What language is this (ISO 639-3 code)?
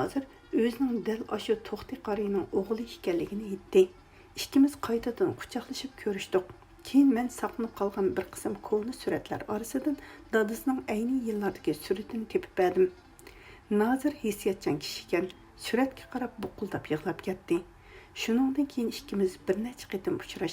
uig